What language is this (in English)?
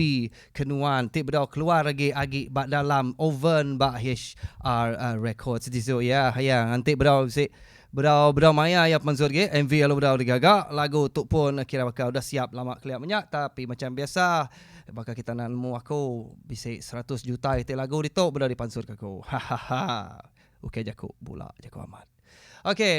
Iban